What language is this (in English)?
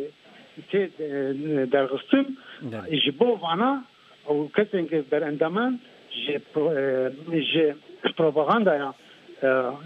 Kurdish